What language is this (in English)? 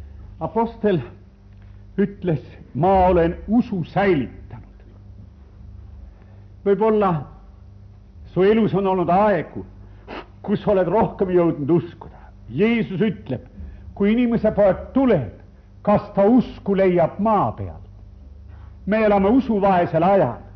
Estonian